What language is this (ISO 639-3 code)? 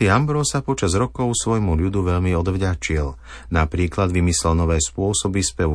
slk